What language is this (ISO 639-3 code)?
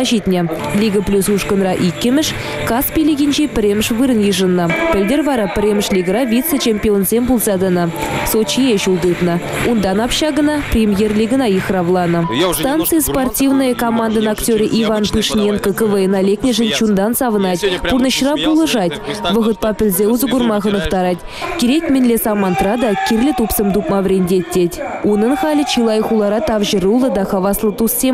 chv